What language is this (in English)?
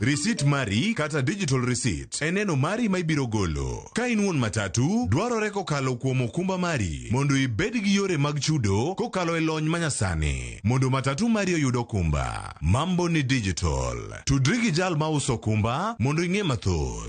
Luo (Kenya and Tanzania)